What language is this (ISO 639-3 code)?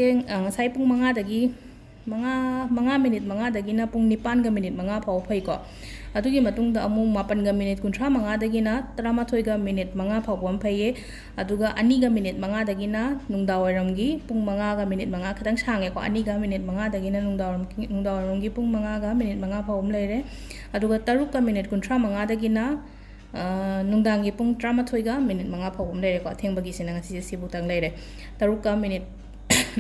mni